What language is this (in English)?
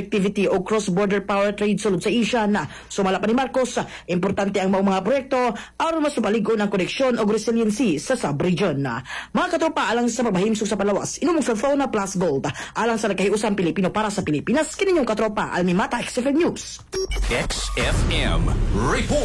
Cebuano